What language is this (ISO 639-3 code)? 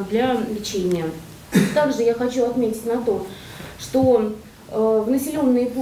rus